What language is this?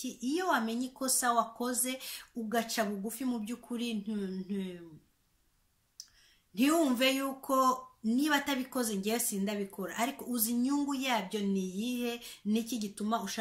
Kinyarwanda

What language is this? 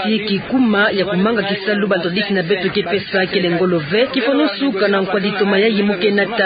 Kituba (Democratic Republic of Congo)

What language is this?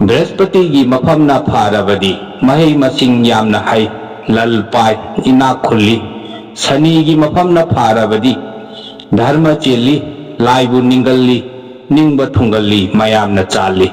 Manipuri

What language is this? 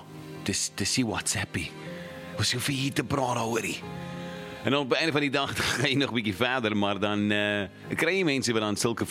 Afrikaans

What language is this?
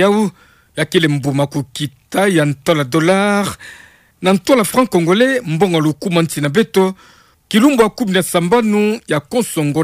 Kituba (Democratic Republic of Congo)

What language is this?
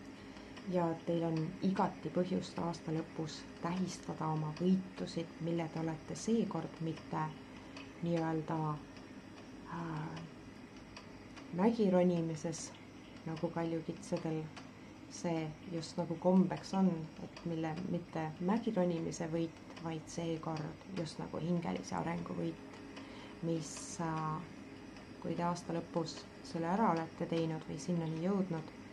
Estonian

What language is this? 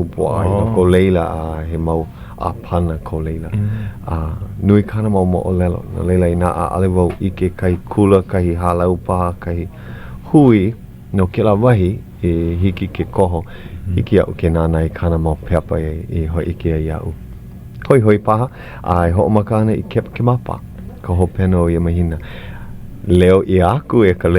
Hawaiian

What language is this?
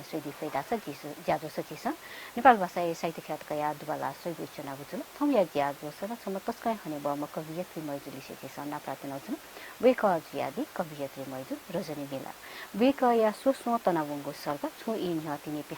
Newari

